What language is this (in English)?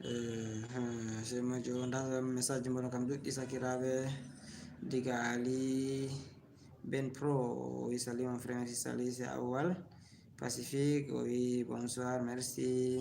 Fula